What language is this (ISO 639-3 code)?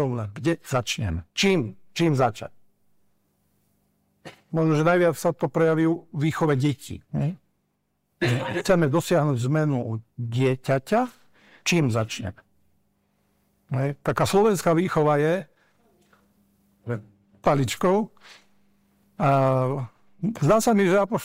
slk